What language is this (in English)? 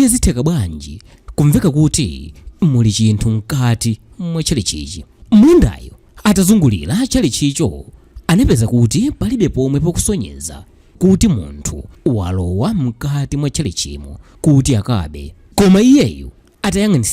Nyanja